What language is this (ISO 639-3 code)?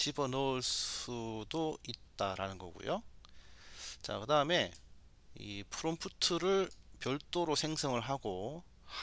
kor